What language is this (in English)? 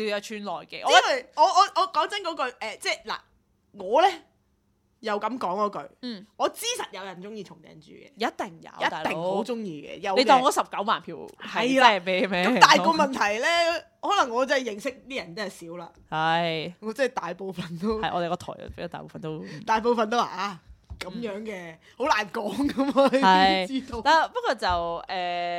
Cantonese